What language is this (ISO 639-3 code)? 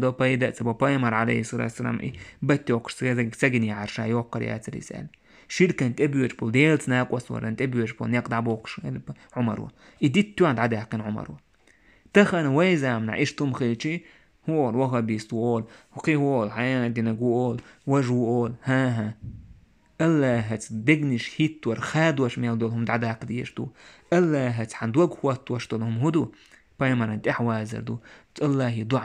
che